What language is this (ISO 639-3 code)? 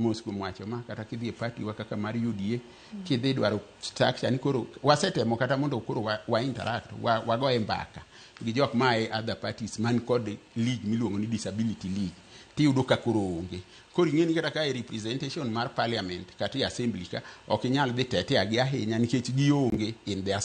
luo